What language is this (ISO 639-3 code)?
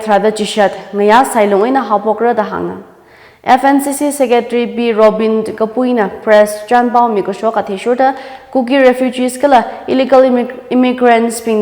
nmf